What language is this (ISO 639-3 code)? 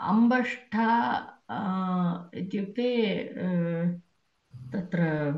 san